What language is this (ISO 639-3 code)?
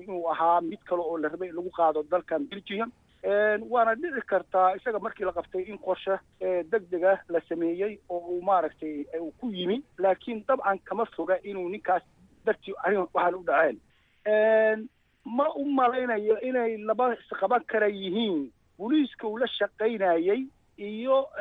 som